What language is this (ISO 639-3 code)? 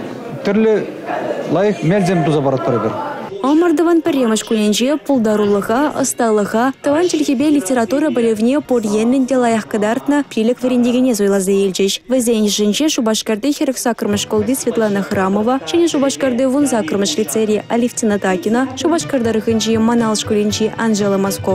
chv